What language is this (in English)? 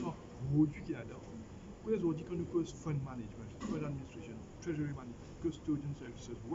Morisyen